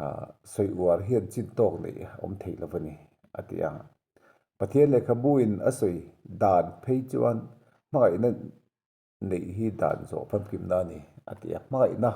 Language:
Mizo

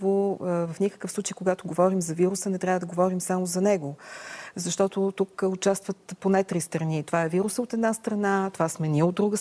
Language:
Bulgarian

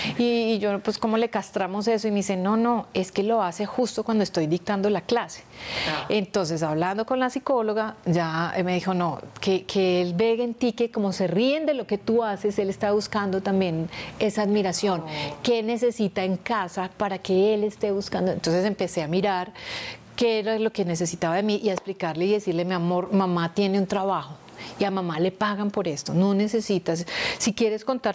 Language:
Spanish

